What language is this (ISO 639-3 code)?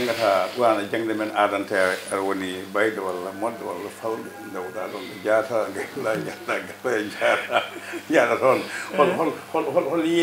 ful